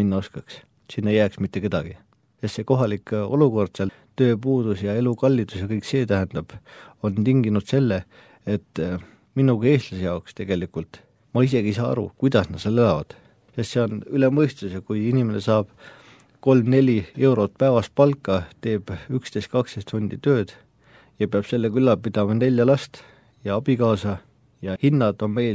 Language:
Estonian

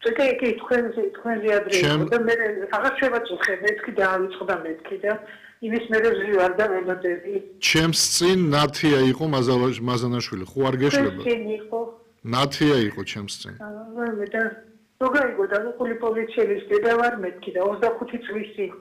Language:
Georgian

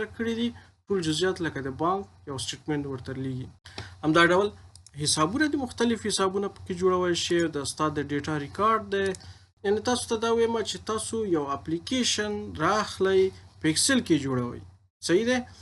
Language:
Pashto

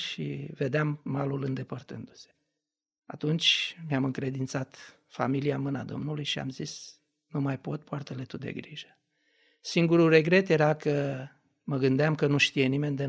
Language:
Romanian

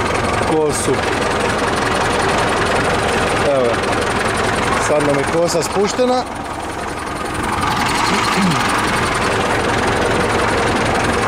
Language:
Croatian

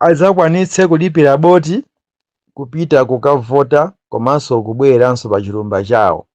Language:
Nyanja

